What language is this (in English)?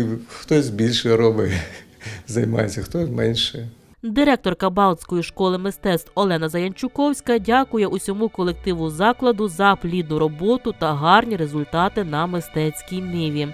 Ukrainian